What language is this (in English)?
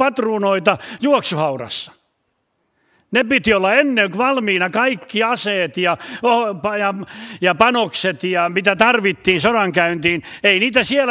Finnish